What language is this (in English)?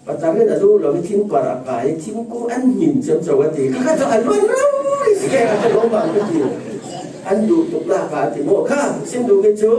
Falam Chin